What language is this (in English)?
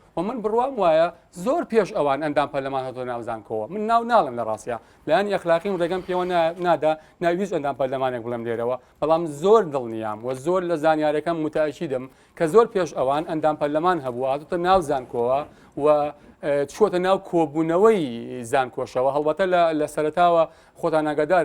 Central Kurdish